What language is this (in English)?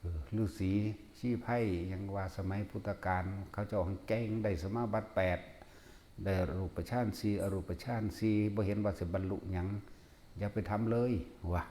Northeastern Thai